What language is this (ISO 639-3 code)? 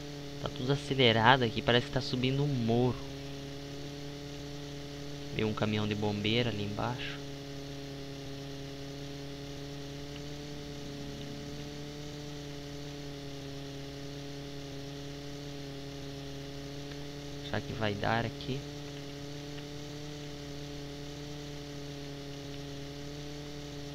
por